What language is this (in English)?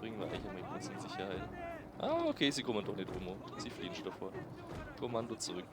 Bavarian